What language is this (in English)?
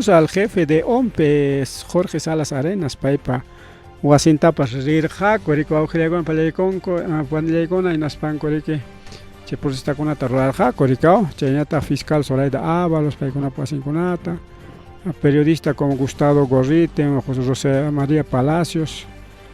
Ayacucho Quechua